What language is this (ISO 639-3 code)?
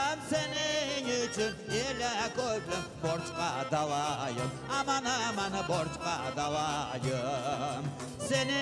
crh